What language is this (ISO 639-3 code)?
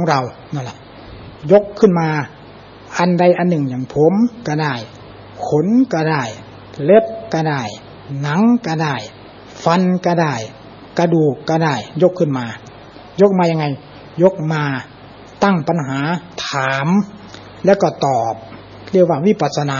tha